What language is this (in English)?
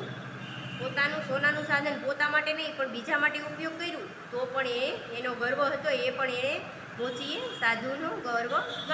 Gujarati